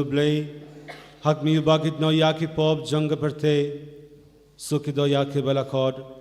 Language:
Khasi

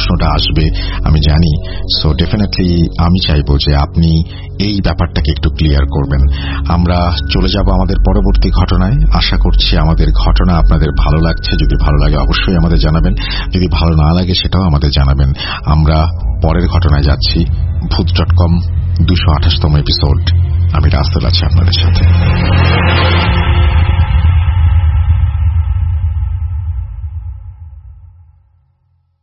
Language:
Bangla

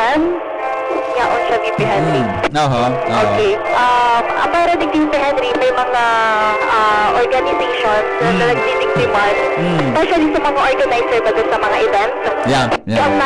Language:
Bikol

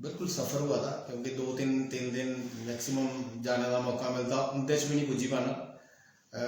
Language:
Dogri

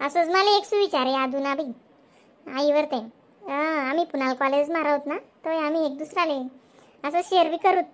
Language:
Khandesi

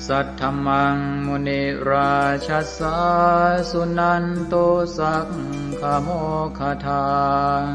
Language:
Pali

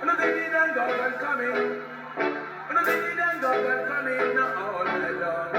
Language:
Jamaican Creole English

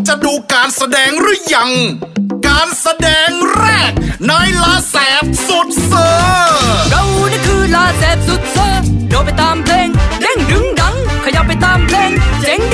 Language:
Thai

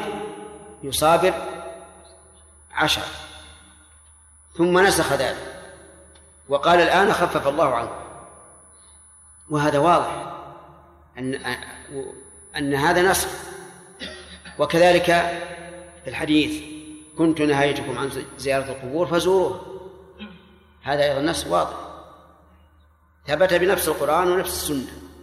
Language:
Arabic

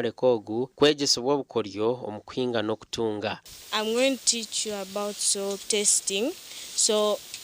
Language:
Nyankole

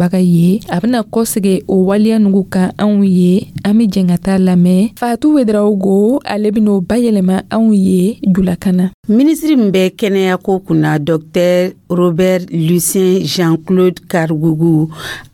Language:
Dyula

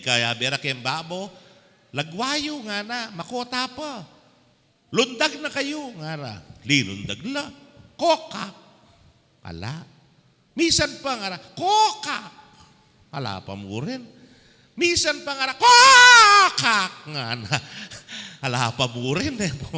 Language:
Pampanga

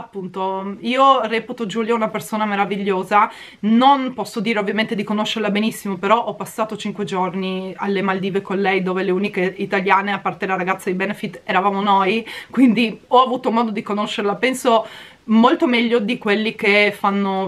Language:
Italian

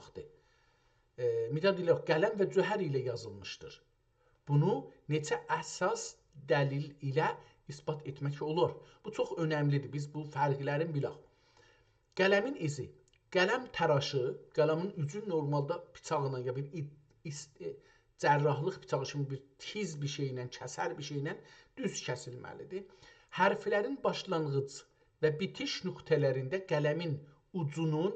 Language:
South Azerbaijani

